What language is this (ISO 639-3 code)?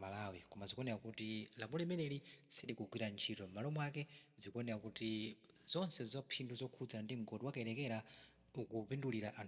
nya